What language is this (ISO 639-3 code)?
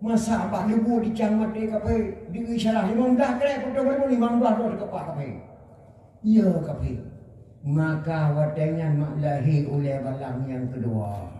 ace